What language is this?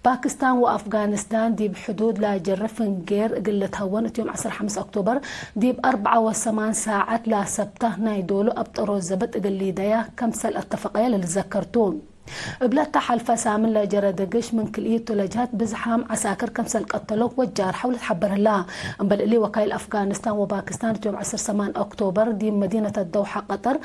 Tigre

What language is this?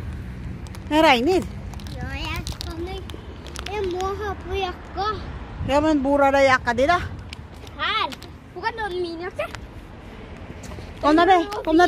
Norwegian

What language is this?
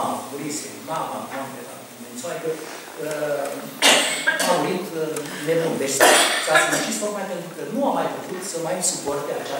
Romanian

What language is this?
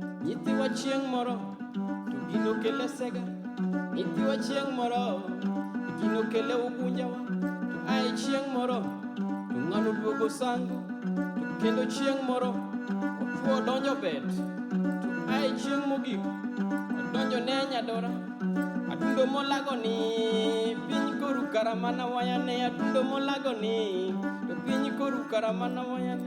Luo (Kenya and Tanzania)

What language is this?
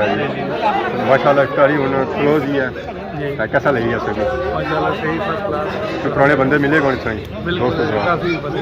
Pahari-Potwari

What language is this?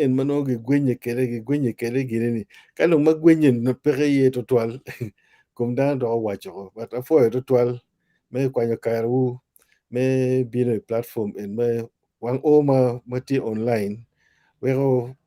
Acoli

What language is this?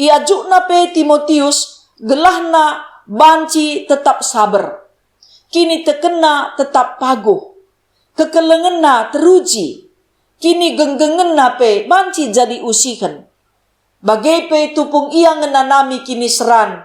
Batak Karo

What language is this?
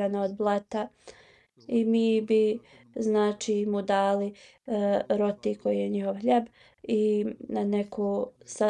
Bosnian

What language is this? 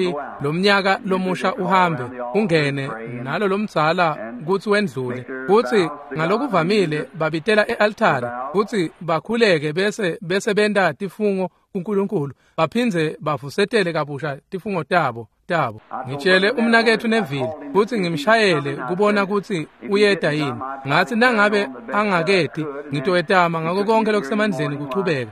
Swati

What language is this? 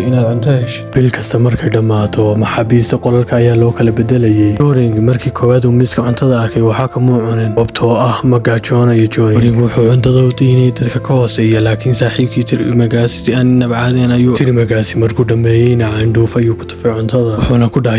Somali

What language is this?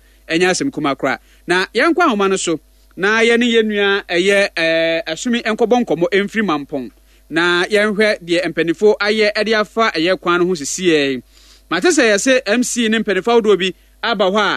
Akan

